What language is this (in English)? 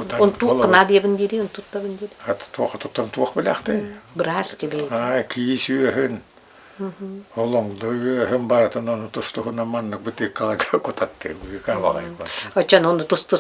Yakut